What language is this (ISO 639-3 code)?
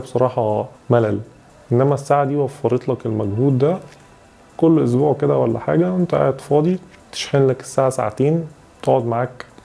arz